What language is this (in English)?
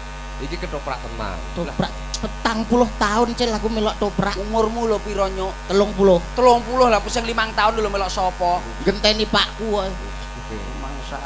Javanese